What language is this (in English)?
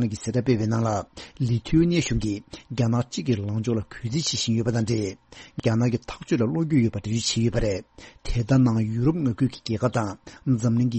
Tibetan